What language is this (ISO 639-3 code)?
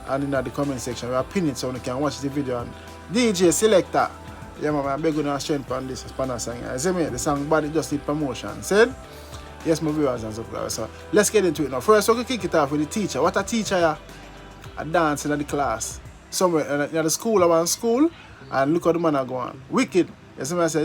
jam